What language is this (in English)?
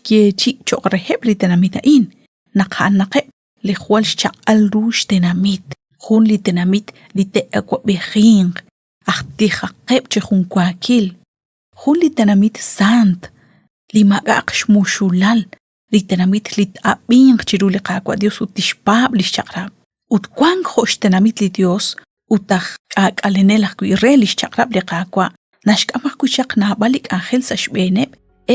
Kekchí